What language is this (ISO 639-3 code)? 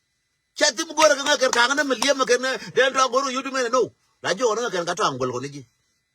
nus